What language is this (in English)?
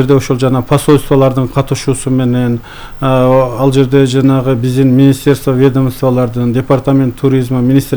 Kyrgyz